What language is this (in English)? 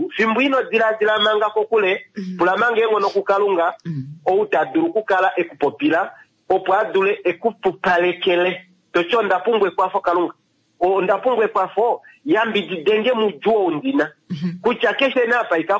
Kuanyama